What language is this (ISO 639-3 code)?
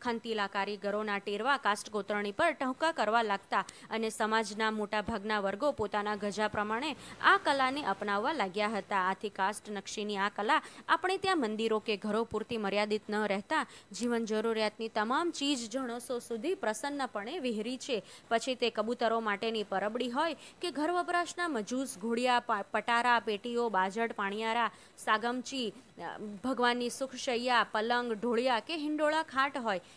guj